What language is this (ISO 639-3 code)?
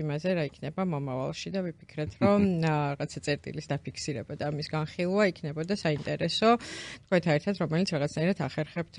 kat